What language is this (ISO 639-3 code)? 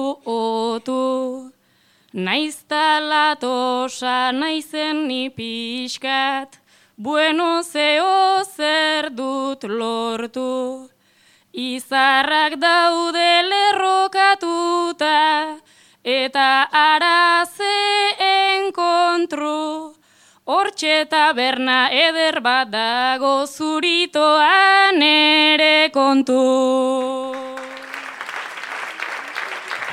eus